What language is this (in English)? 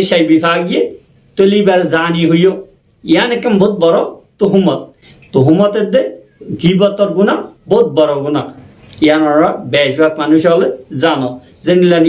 Rohingya